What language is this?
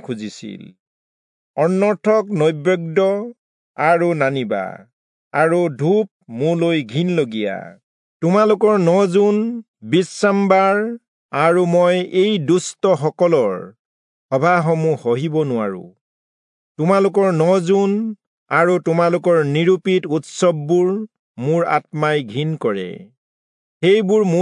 Assamese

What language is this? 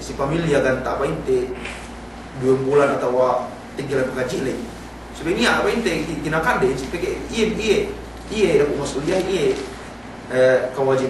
Yakan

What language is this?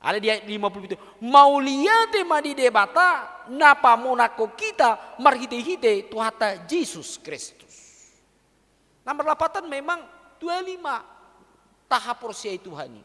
Batak Toba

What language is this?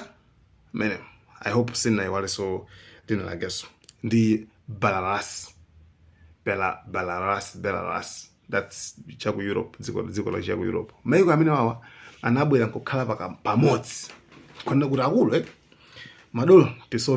Nyanja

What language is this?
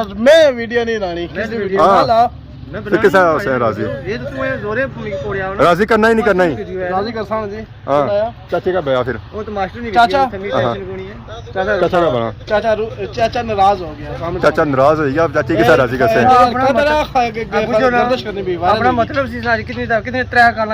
Pahari-Potwari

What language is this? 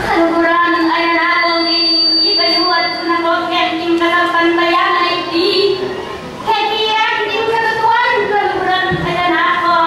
Pampanga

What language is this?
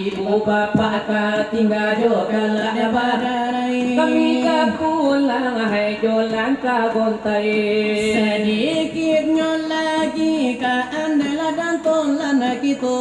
Minangkabau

